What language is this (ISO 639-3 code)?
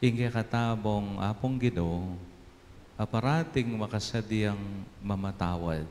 pam